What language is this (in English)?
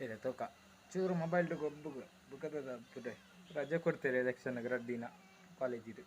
Tulu